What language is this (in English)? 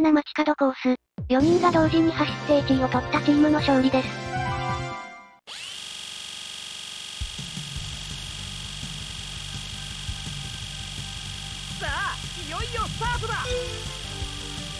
Japanese